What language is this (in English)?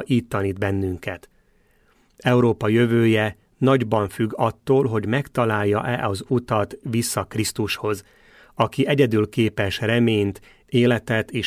Hungarian